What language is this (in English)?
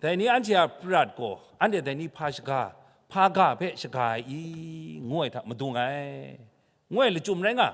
Kachin